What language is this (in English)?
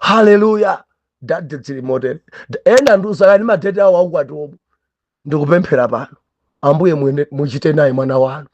Nyanja